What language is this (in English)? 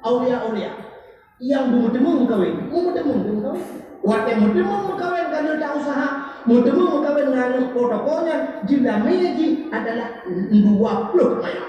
Achinese